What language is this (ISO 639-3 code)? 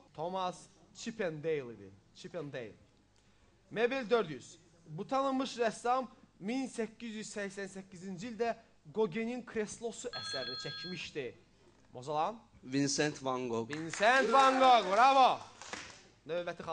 aze